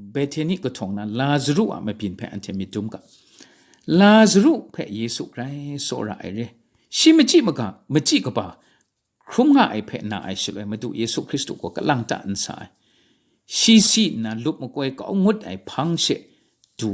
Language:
Kachin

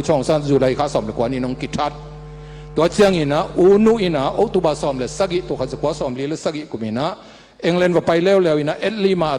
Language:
Tedim Chin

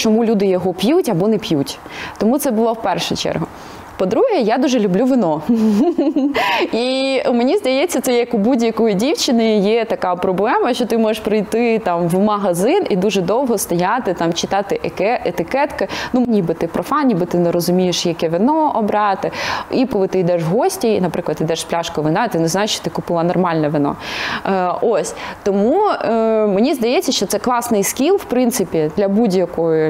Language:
Ukrainian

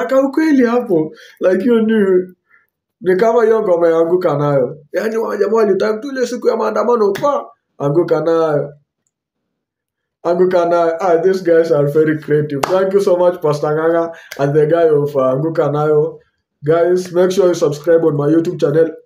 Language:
Swahili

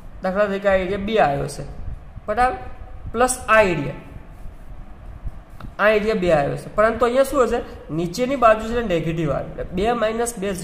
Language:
Gujarati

